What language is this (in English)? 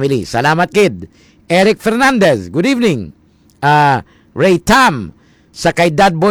Hiligaynon